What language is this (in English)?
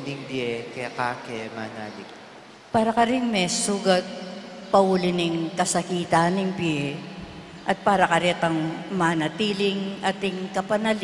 Pampanga